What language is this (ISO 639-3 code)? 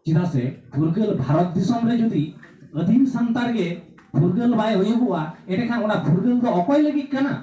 sat